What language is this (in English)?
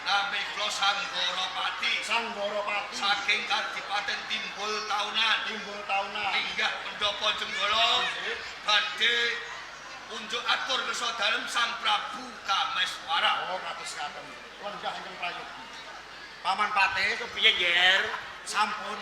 Javanese